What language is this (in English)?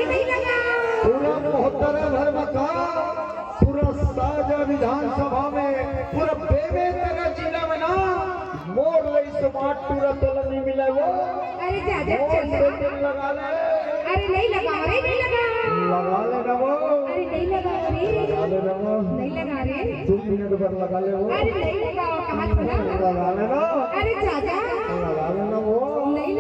Chhattisgarhi